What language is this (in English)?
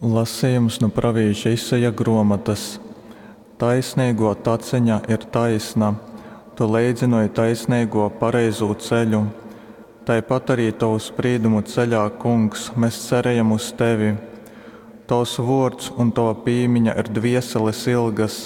Latgalian